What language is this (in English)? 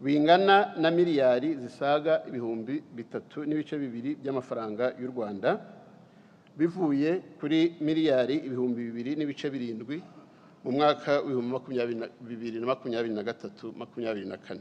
Kinyarwanda